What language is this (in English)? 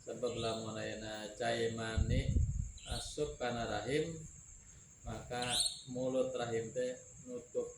Sundanese